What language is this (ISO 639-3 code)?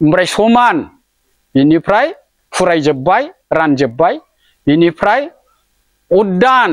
brx